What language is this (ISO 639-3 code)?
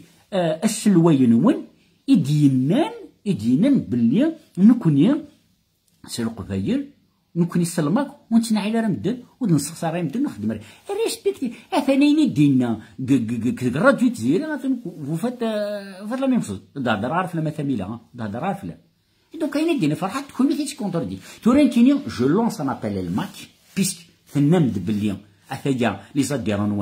kab